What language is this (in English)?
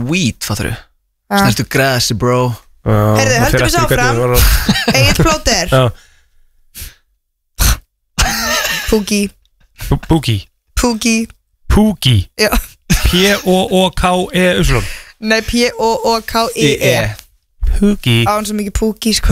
Icelandic